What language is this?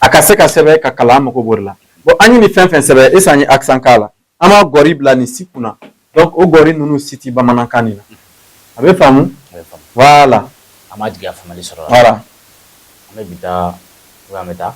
Bambara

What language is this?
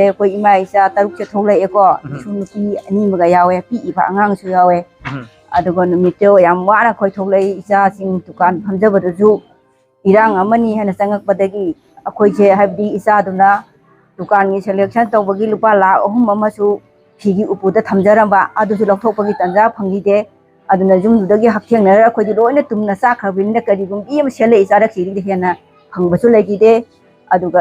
Manipuri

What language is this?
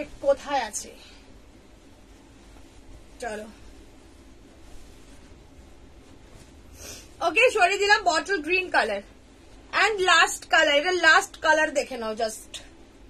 Bangla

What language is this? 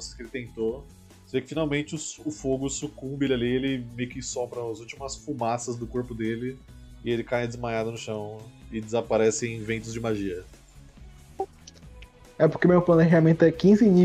Portuguese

